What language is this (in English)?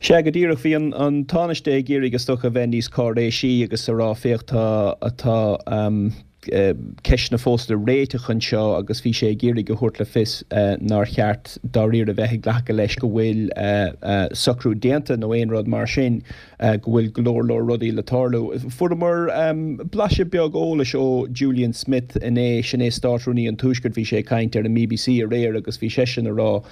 Irish